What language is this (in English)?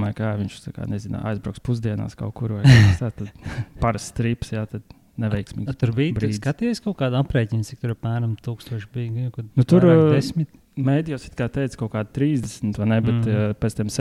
Latvian